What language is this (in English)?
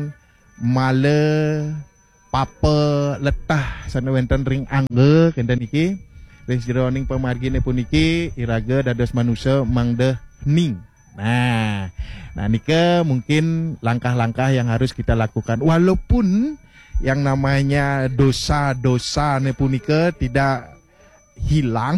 Balinese